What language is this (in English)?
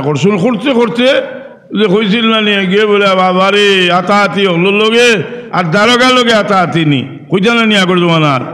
Sylheti